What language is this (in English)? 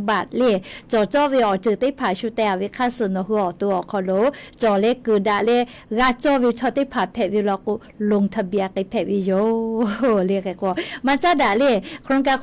Lahu